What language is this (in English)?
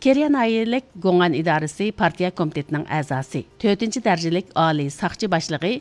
Uyghur